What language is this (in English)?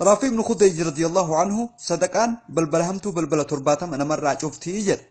Oromo